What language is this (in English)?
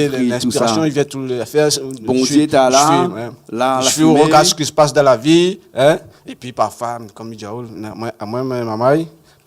Réunion Creole French